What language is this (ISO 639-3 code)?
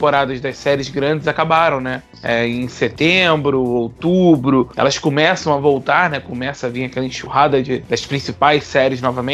por